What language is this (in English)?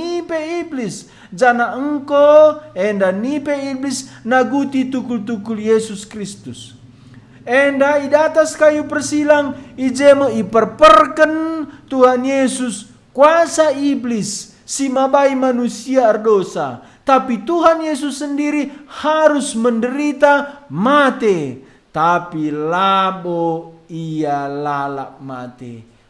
Batak Karo